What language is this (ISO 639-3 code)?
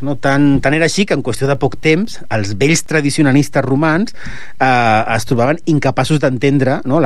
cat